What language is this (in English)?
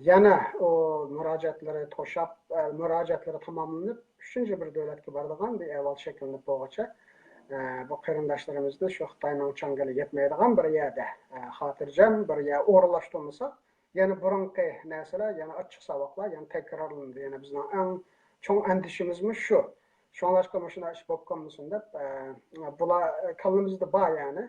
Uyghur